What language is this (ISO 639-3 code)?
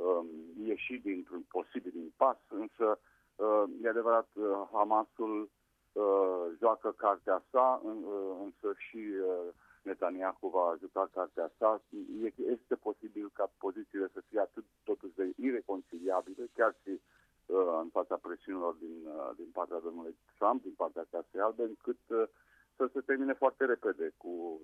ron